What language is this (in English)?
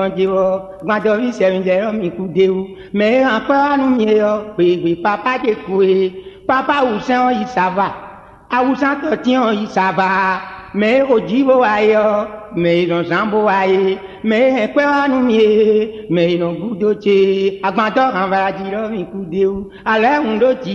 Fon